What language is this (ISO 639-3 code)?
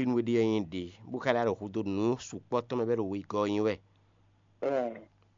fon